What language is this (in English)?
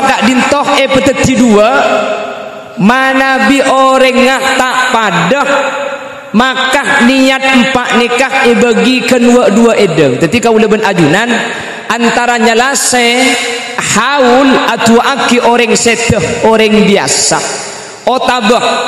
Madurese